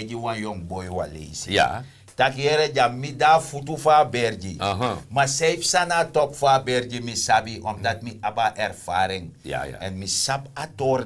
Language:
Sranan Tongo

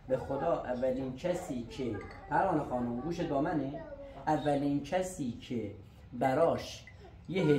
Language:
Persian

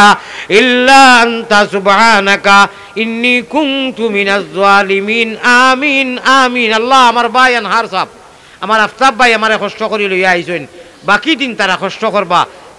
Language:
Sylheti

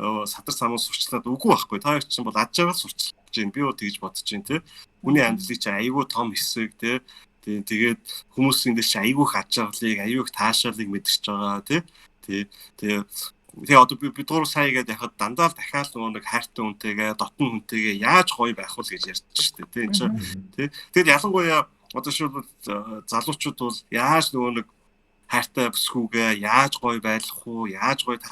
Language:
Mongolian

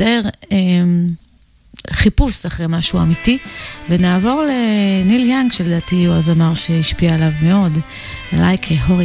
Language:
Hebrew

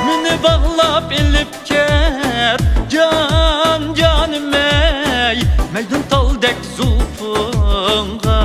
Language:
Uyghur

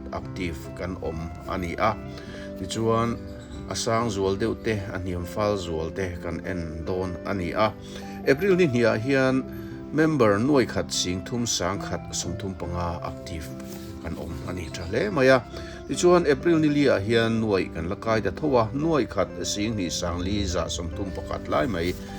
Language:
Mizo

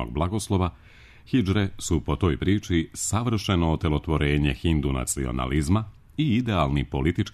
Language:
Serbian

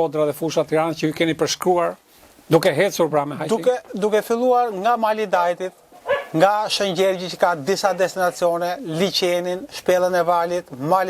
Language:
Albanian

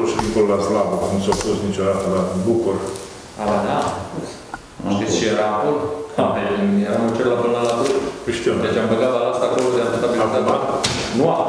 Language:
Romanian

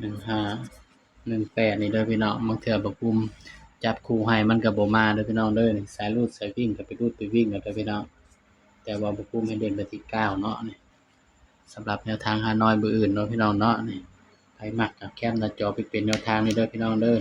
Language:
Northeastern Thai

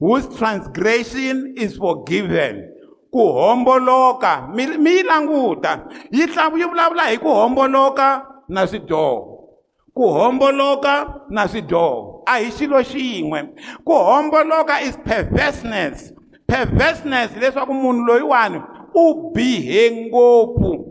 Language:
Tsonga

